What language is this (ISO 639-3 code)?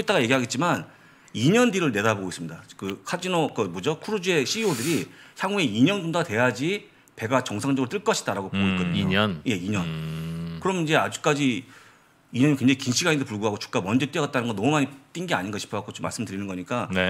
kor